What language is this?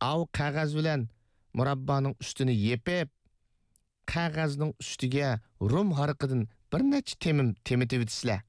Uyghur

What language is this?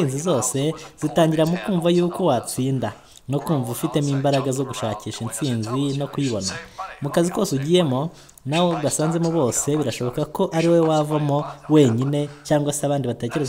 Kinyarwanda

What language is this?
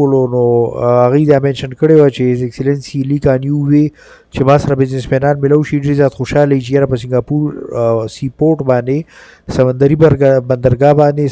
Pashto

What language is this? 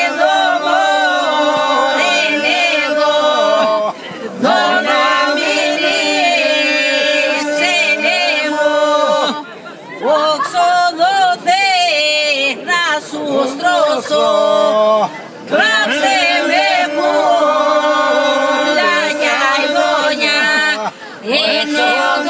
Greek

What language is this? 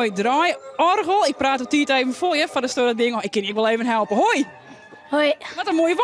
Western Frisian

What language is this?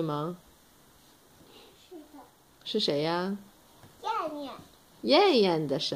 Chinese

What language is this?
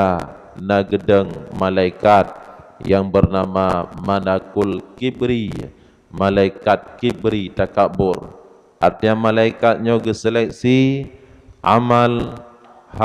Achinese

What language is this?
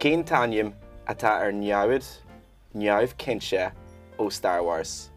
Irish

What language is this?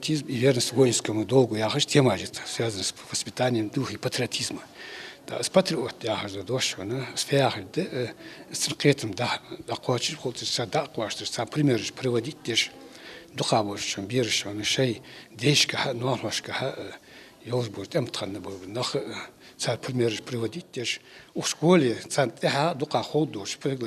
Ingush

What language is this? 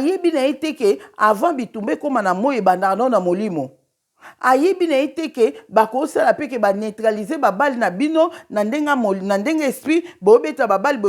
Lingala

